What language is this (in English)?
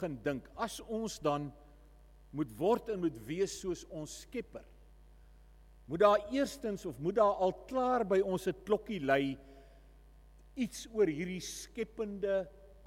Afrikaans